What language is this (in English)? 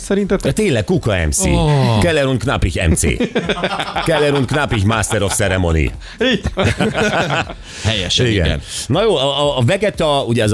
Hungarian